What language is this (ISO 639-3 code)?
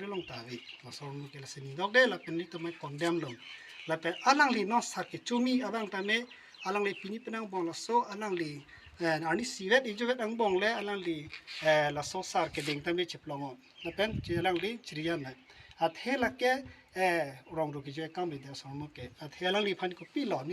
mjw